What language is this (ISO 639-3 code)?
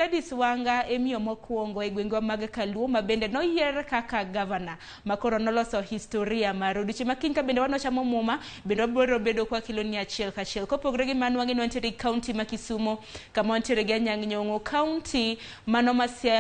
luo